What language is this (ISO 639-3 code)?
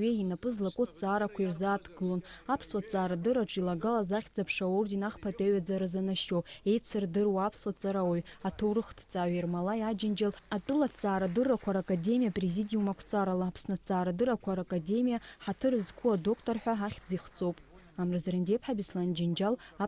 abk